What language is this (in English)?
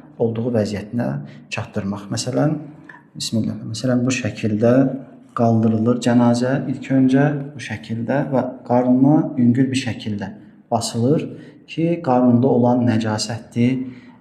Azerbaijani